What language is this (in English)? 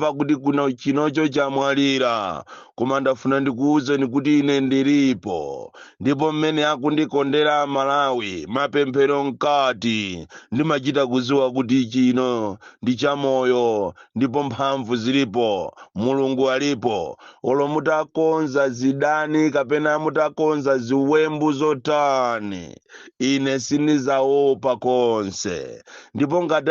Nyanja